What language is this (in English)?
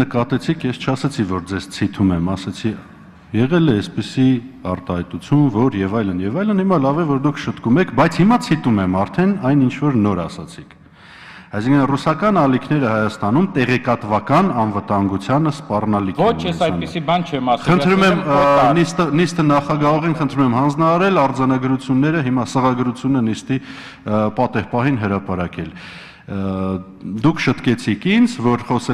Armenian